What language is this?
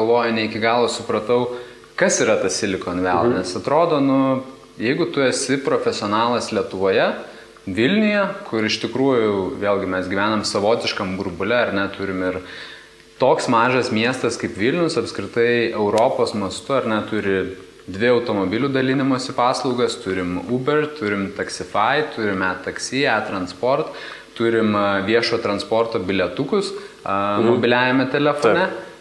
Lithuanian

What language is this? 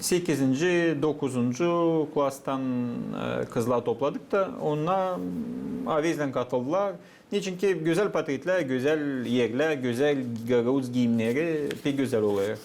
Gagauz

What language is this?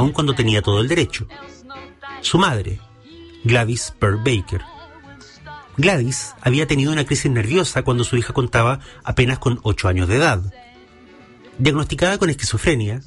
Spanish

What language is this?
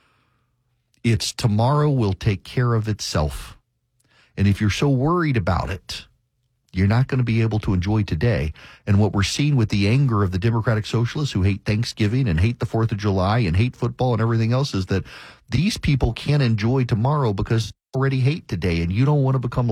English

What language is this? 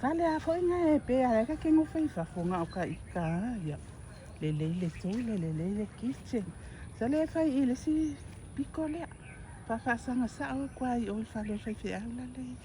Samoan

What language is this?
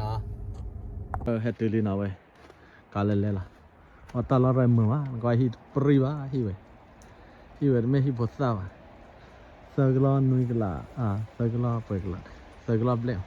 S'gaw Karen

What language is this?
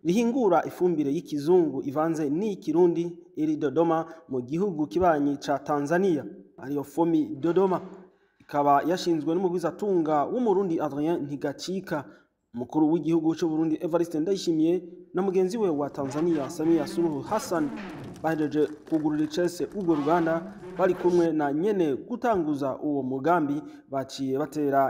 Rundi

